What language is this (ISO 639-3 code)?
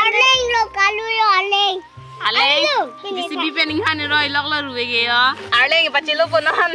mjw